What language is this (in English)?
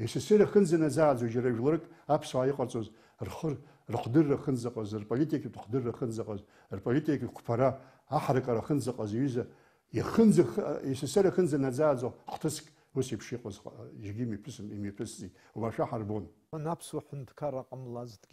Abkhazian